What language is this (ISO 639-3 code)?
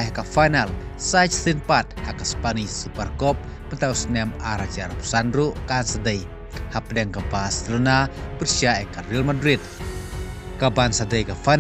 kha